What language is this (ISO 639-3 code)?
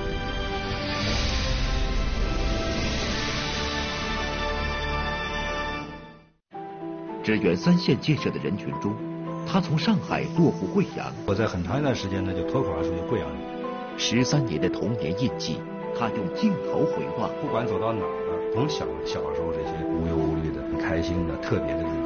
zho